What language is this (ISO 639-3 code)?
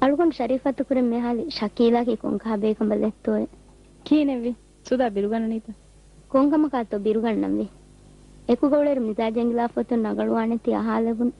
div